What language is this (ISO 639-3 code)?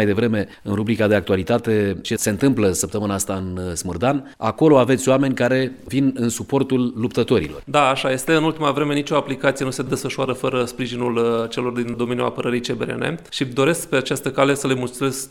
ron